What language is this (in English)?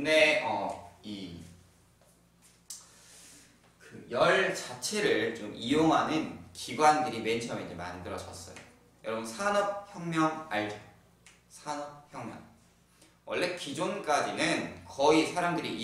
Korean